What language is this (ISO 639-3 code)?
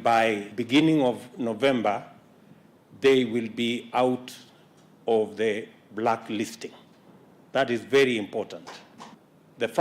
kam